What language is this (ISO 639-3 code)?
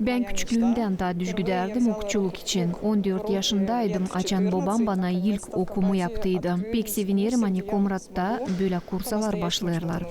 gag